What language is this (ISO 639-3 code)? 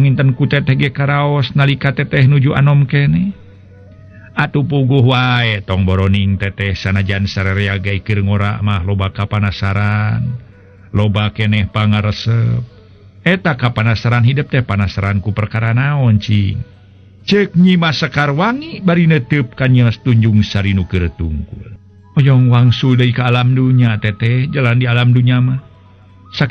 sun